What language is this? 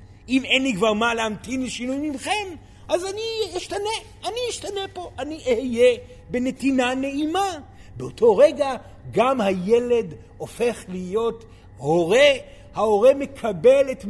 Hebrew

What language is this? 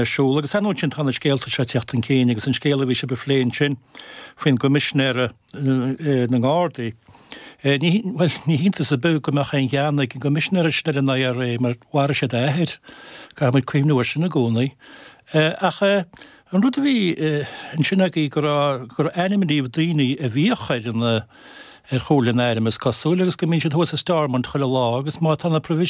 Irish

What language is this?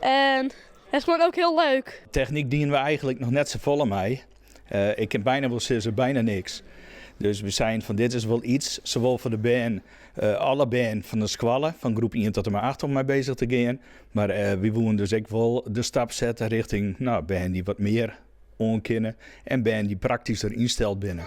Western Frisian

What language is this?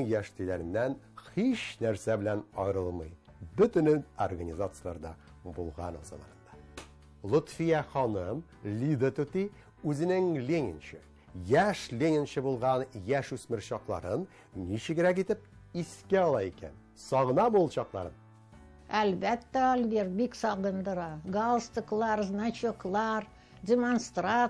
Tatar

